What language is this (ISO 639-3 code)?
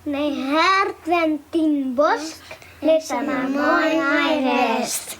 fry